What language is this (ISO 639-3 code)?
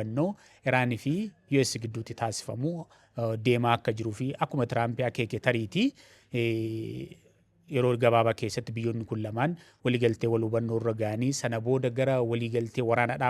orm